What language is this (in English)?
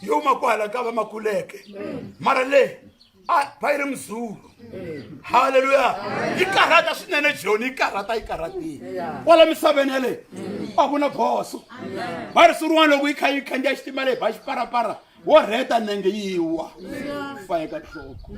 Tsonga